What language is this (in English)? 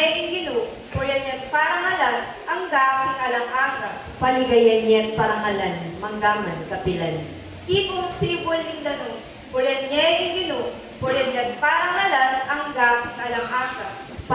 Pampanga